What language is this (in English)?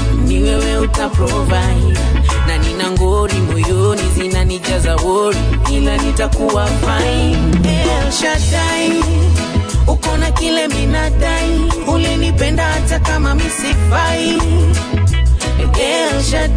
Swahili